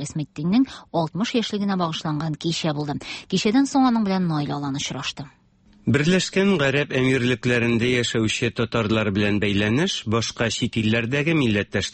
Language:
Tatar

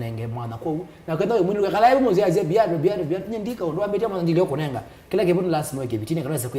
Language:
Kamba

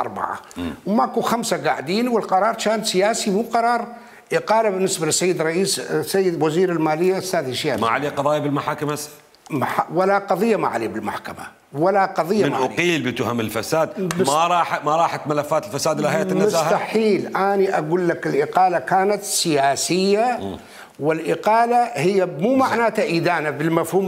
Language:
Mesopotamian Arabic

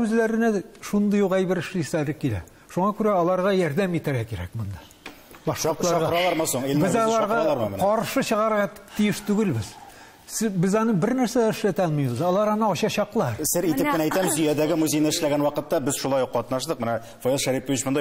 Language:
Tatar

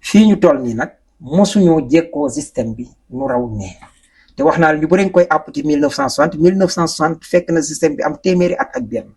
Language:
Wolof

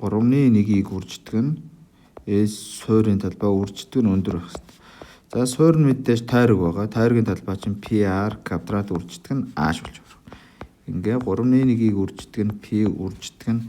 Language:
Mongolian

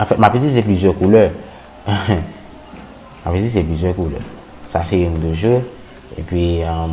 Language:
Haitian Creole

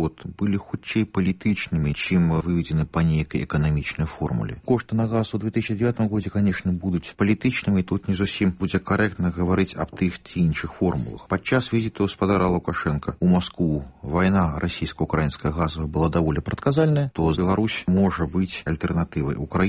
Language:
Belarusian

